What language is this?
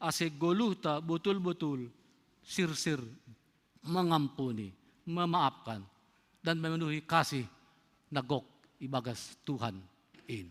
Batak Simalungun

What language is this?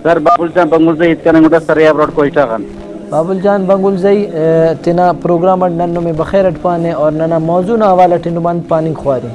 Brahui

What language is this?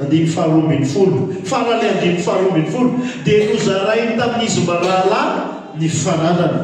Malagasy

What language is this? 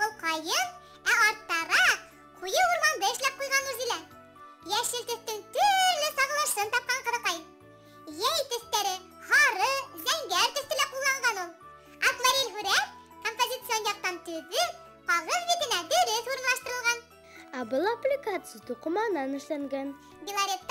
Bashkir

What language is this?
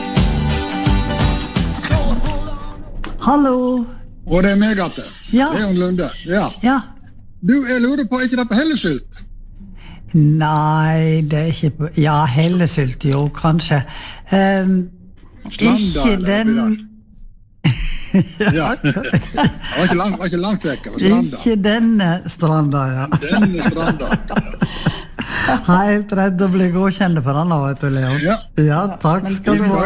Norwegian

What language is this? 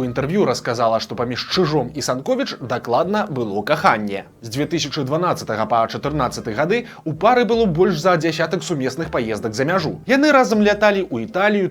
Belarusian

